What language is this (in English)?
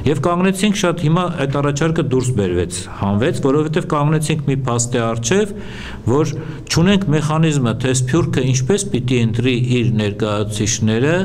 Western Armenian